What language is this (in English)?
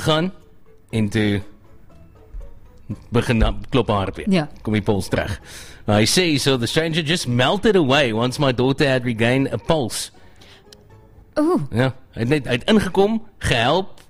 Afrikaans